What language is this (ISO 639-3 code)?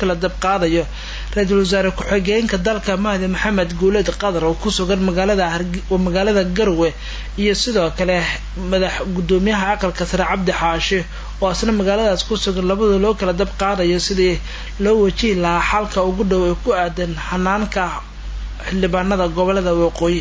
som